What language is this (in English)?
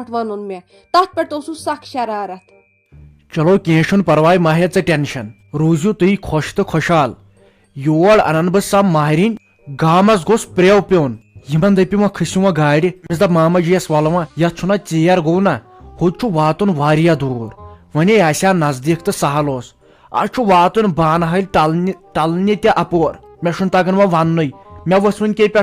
Kashmiri